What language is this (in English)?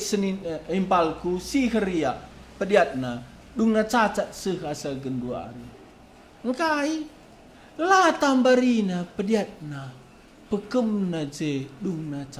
Batak Karo